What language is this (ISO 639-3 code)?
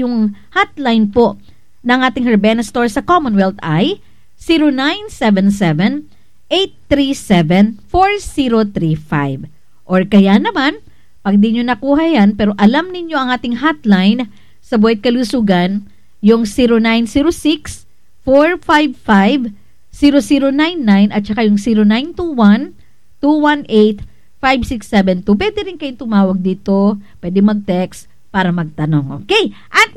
fil